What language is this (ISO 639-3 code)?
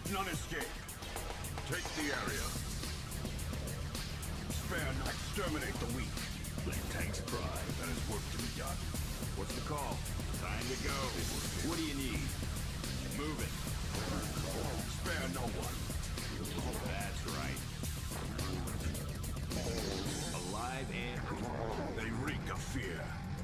eng